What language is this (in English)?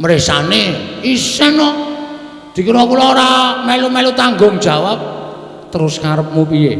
Javanese